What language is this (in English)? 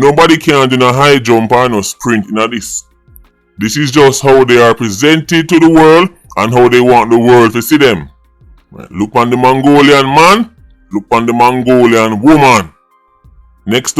Jamaican Creole English